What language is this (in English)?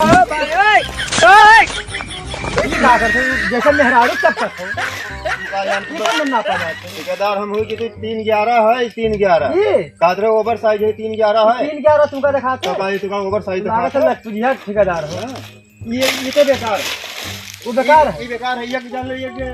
Awadhi